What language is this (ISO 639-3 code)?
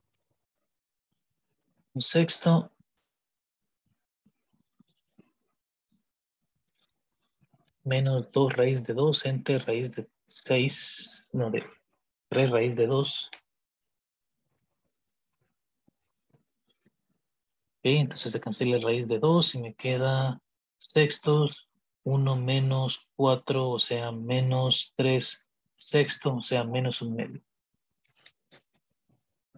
spa